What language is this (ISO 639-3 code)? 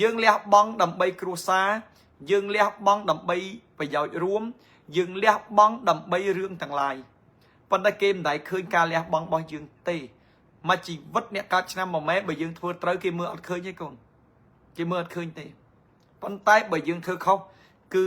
khm